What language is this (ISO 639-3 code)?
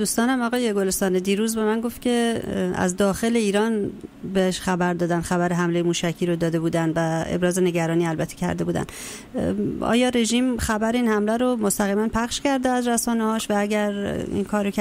fas